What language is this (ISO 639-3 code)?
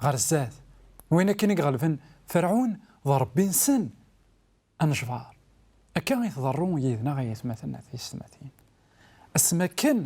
kab